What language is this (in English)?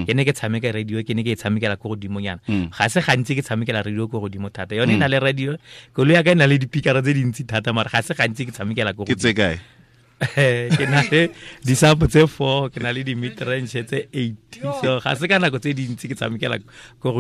Tswana